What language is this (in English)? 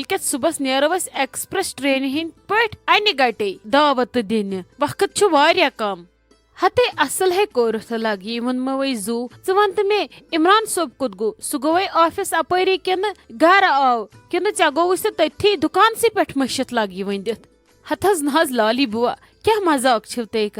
Kashmiri